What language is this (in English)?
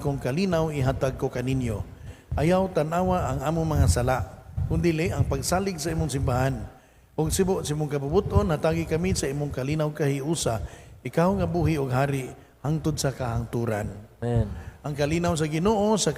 Cebuano